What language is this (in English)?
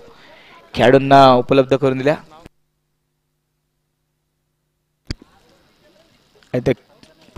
Marathi